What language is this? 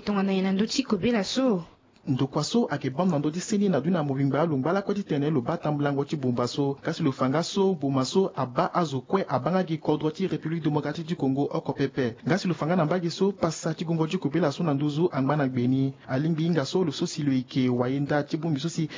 Sango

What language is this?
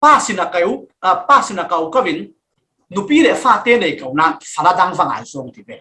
Falam Chin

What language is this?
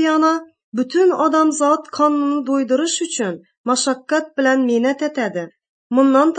Tatar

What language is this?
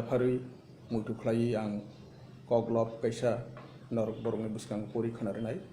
Kok Borok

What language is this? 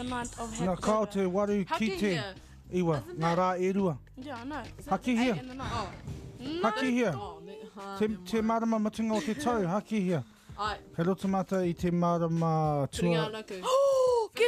Māori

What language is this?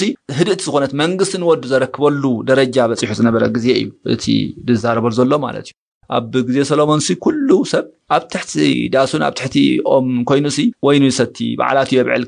Tigrinya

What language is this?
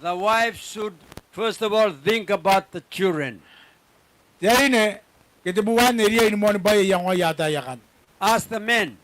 Gilbertese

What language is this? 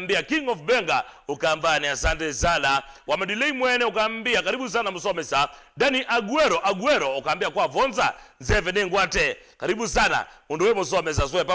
Kamba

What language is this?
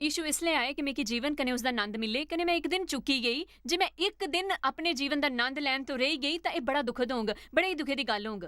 Dogri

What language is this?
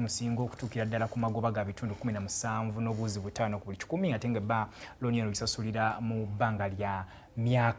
Ganda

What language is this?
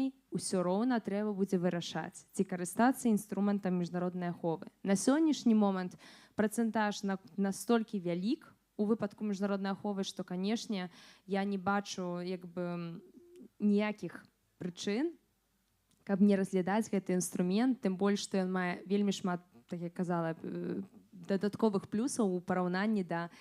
Belarusian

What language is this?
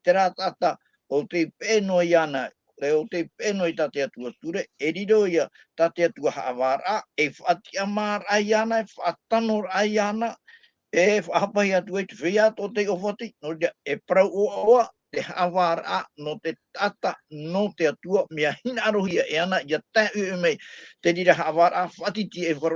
Tahitian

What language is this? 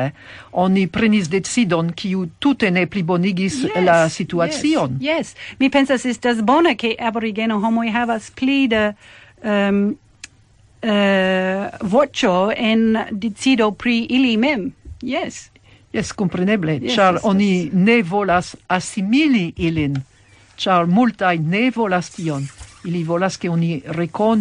Esperanto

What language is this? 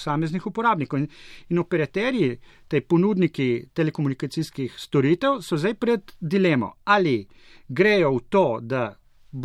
Slovenian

